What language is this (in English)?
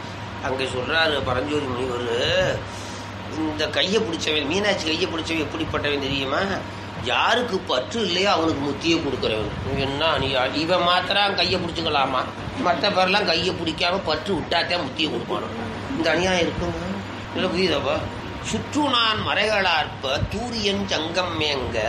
Tamil